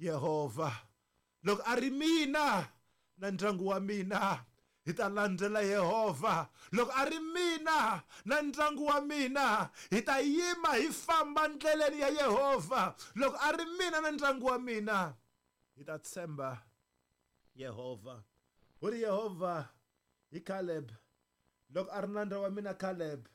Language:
Tsonga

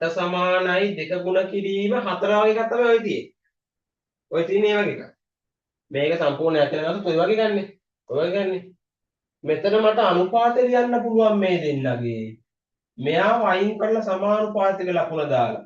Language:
Sinhala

